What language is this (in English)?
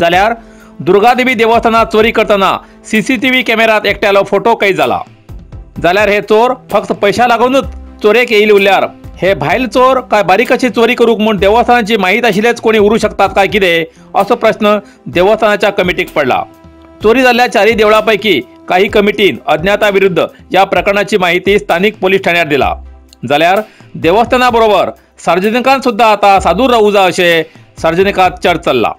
Konkani